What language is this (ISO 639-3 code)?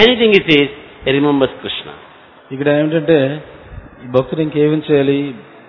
tel